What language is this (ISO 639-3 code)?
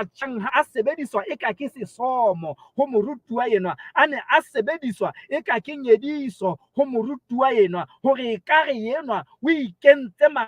sot